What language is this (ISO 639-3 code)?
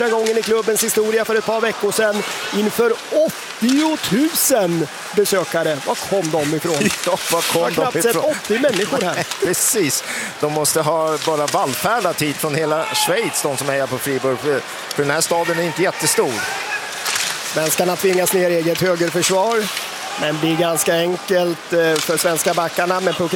swe